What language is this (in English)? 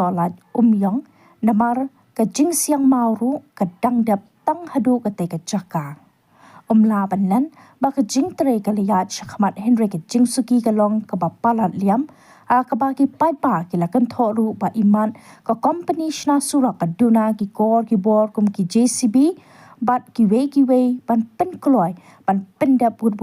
Khasi